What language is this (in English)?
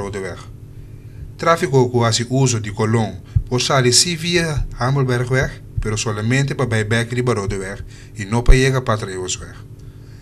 Papiamento